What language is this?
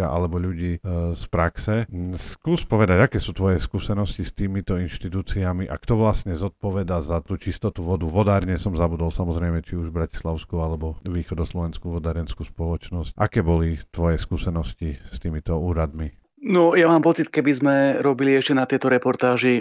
Slovak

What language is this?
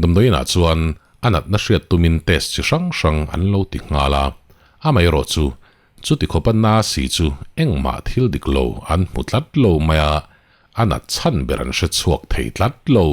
Mizo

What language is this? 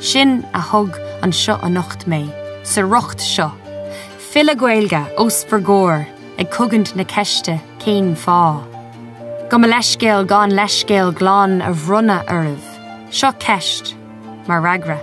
Irish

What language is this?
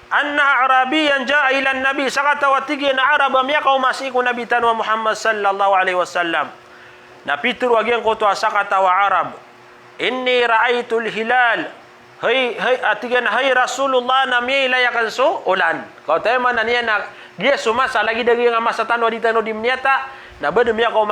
Maranao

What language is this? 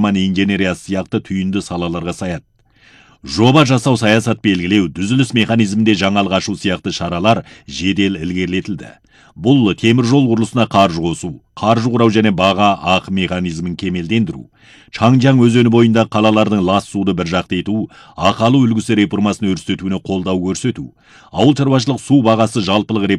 Kazakh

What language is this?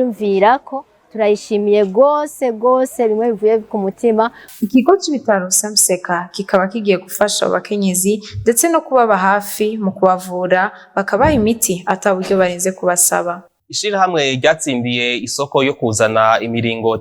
Rundi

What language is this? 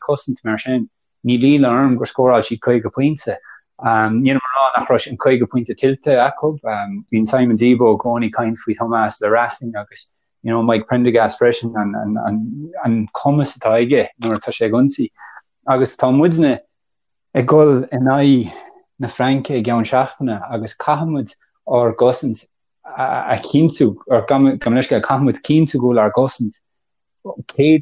Irish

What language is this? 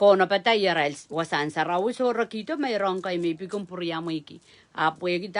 Pohnpeian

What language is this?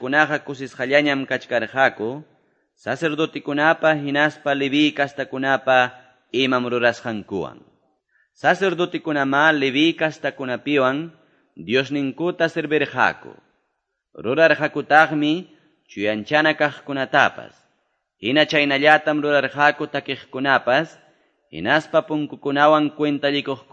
Quechua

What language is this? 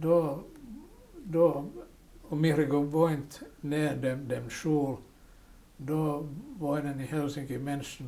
Yiddish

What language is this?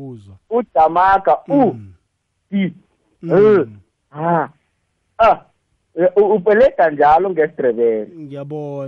South Ndebele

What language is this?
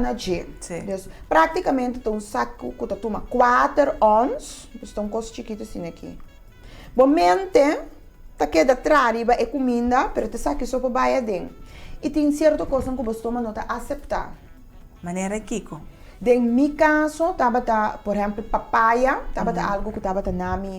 Papiamento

